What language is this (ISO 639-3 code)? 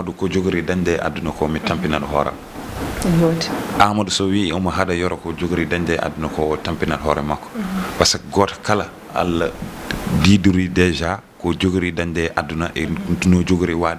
ful